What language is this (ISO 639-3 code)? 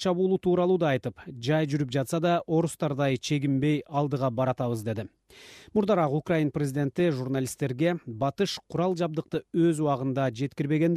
kir